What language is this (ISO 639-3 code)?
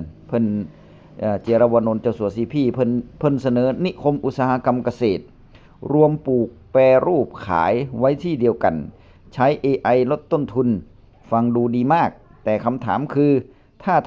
tts